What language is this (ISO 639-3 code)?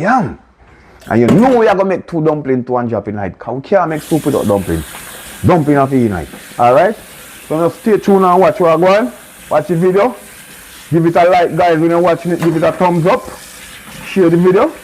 jam